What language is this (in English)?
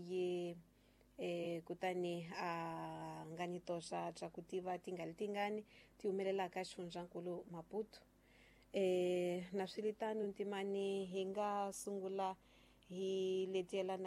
Tsonga